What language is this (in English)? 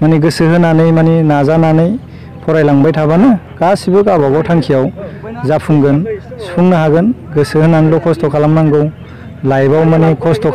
Bodo